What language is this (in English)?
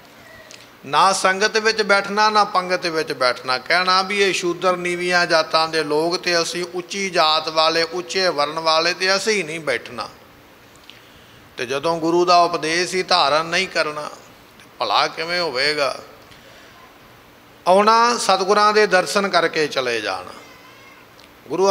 Punjabi